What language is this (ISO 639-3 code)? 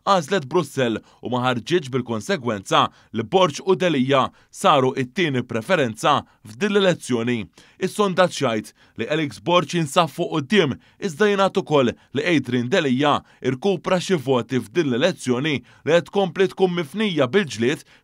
mlt